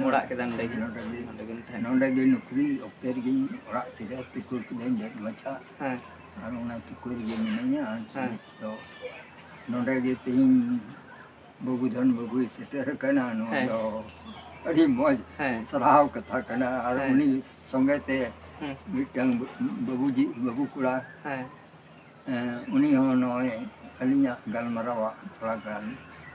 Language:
Santali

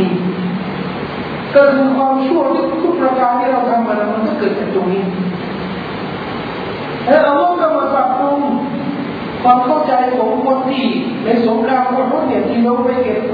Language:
Thai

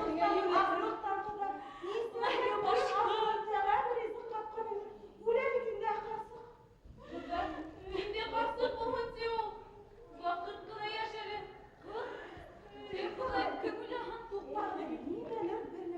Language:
Bashkir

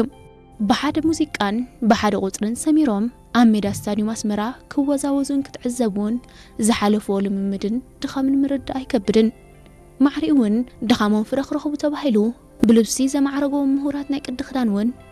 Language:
Tigrinya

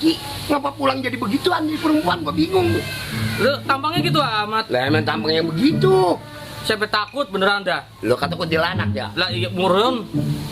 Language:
Betawi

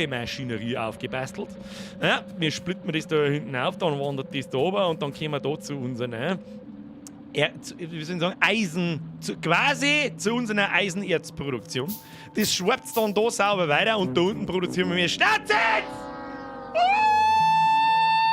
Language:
Bavarian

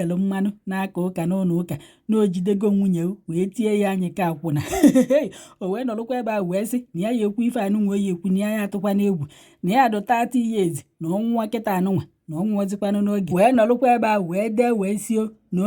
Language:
Igbo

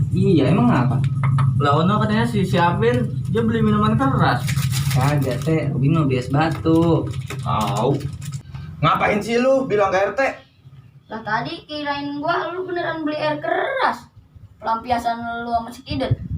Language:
Betawi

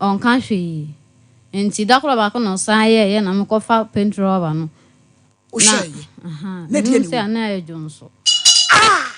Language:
Akan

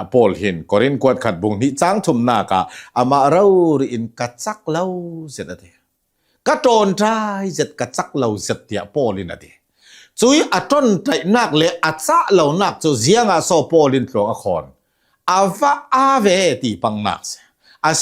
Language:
Hakha Chin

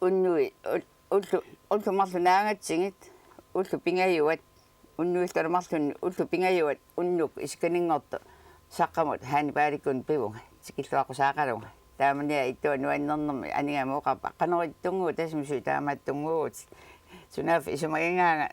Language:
Kalaallisut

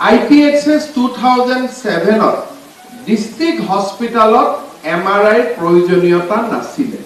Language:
Assamese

